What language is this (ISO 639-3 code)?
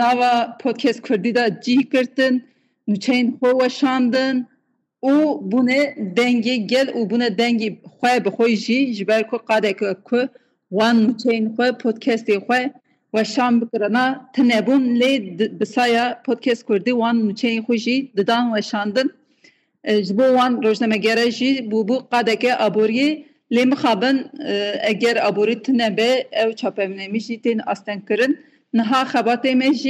kur